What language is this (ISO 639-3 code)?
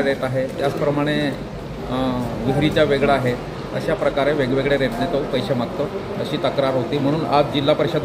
mar